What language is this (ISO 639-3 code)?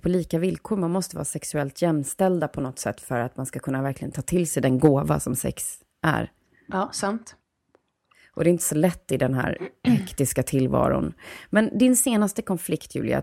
swe